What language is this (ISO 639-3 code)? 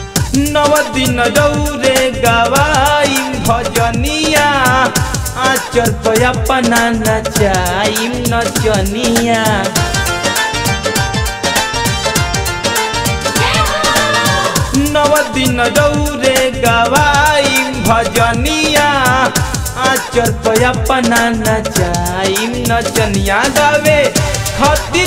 bho